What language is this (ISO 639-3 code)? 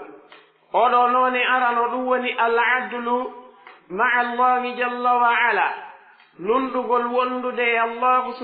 fuf